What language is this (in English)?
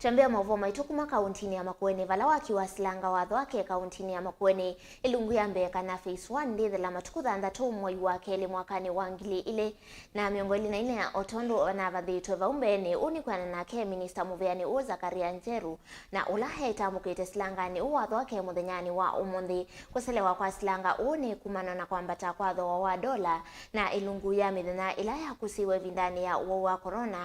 Kamba